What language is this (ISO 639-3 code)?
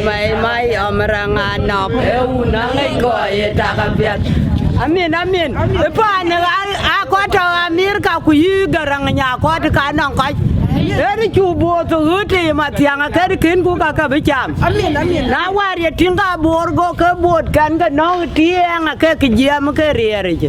din